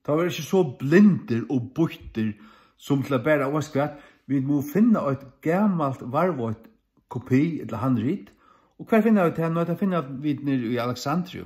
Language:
Faroese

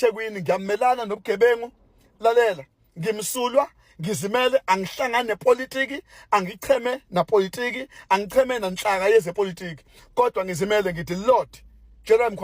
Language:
Zulu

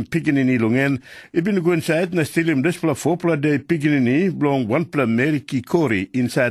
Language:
Tok Pisin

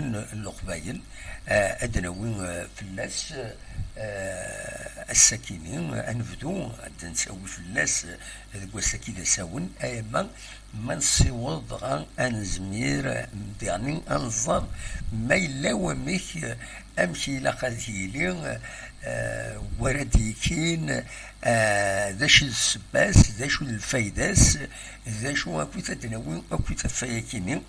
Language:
Kabyle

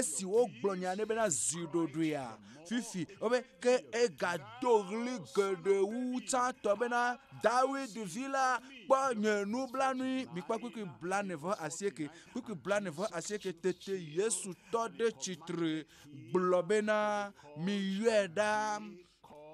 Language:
Ewe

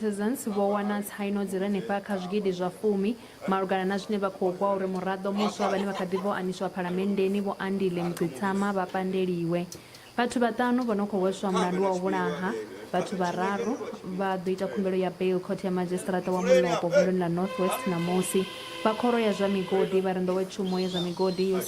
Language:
Venda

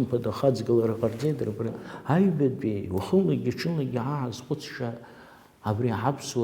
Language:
Abkhazian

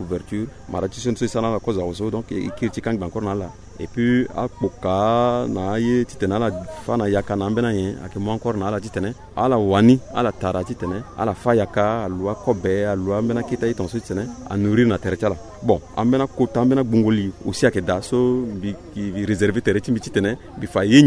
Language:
Sango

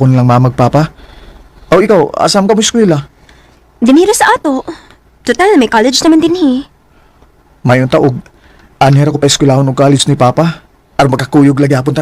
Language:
Cebuano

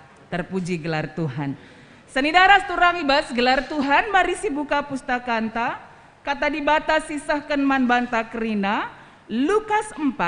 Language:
Batak Karo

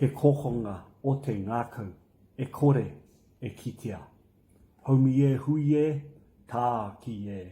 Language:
Māori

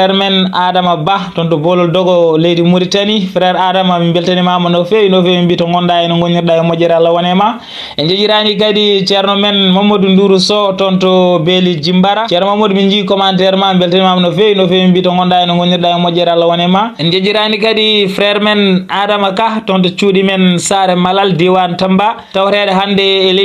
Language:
Fula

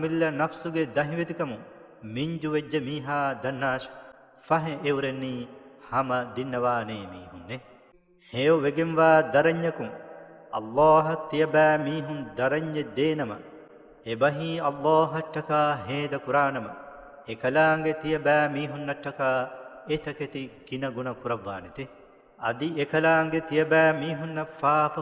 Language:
Divehi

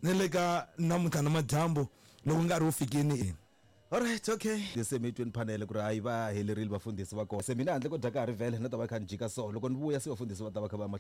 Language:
Tsonga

